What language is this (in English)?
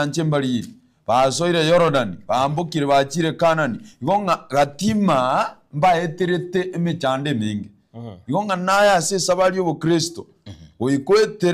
Gusii